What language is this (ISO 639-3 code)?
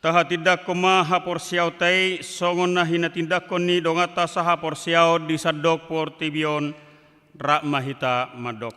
bbc